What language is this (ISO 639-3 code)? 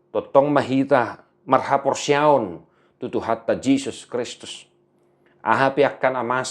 bbc